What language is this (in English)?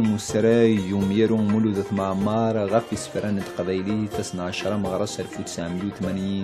Kabyle